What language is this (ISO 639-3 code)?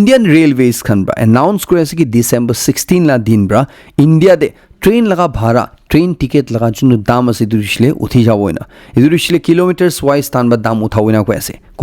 nag